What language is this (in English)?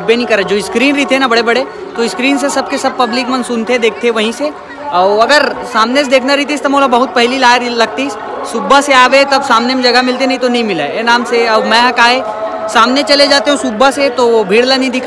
Chhattisgarhi